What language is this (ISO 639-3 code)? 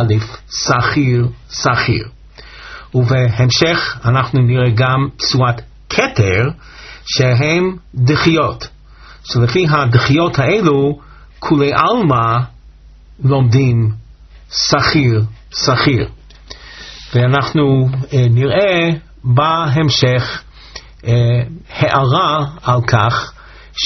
heb